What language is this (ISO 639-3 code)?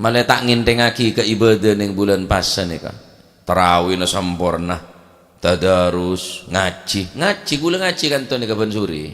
mad